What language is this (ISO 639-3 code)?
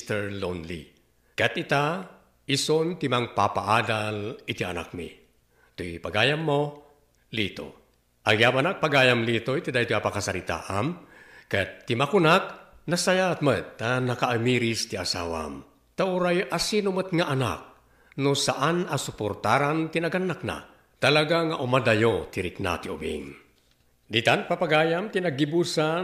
ilo